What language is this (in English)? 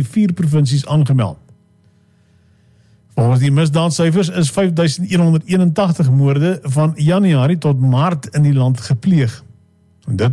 Afrikaans